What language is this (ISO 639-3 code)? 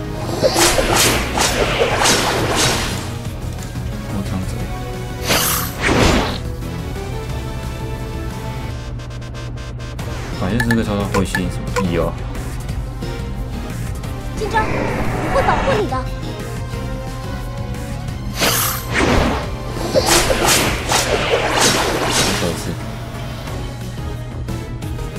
zho